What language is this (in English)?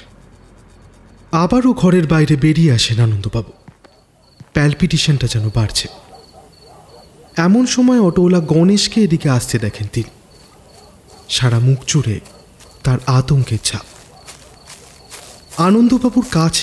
Bangla